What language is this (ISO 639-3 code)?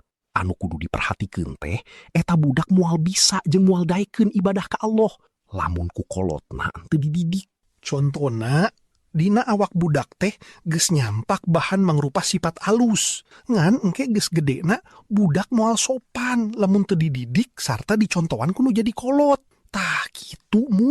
sun